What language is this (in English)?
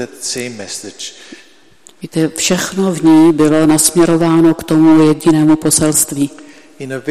Czech